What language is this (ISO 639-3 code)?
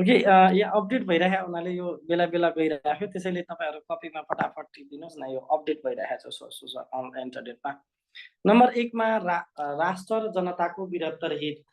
nep